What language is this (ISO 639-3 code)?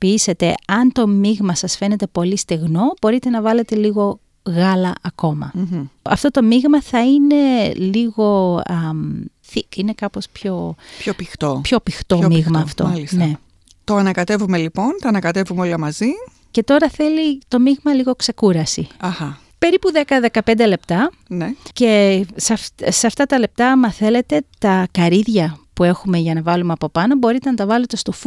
ell